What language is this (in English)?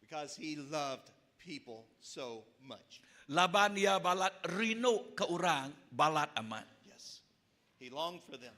Iban